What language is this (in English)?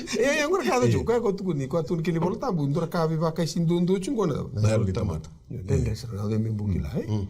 Fijian